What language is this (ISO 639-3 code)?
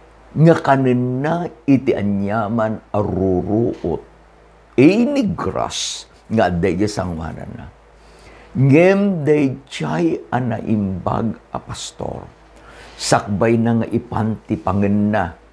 ilo